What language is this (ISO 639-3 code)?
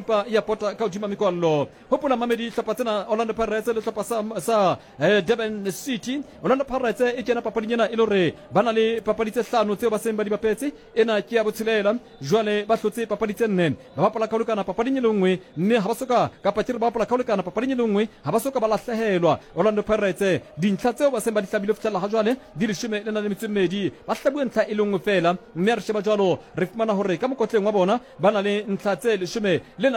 sot